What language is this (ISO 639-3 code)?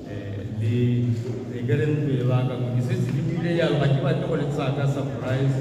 tsn